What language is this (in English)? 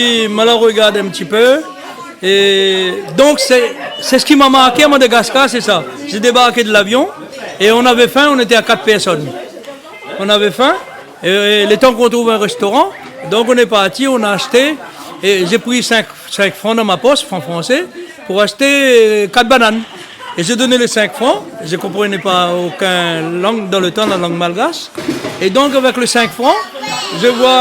Réunion Creole French